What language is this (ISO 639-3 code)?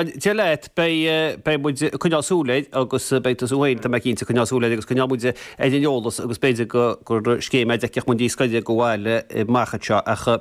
gle